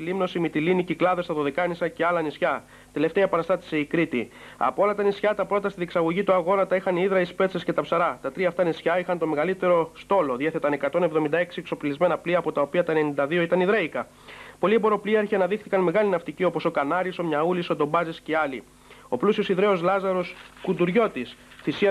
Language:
Greek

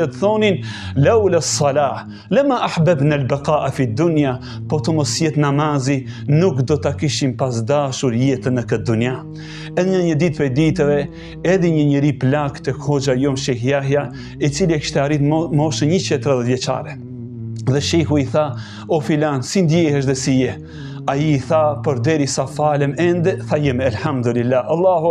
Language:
Albanian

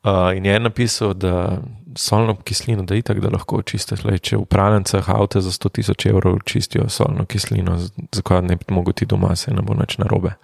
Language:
Slovenian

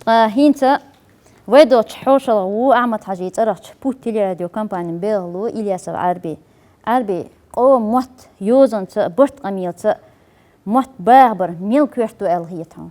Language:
Chechen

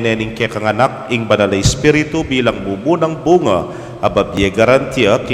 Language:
Pampanga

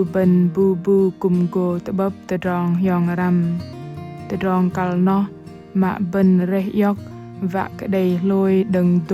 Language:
Bahnar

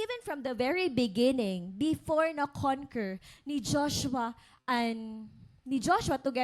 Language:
Waray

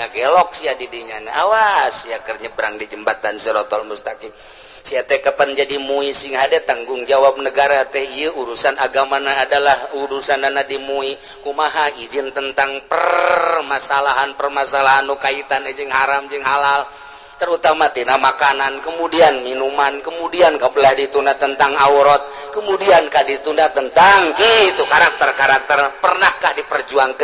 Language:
Sundanese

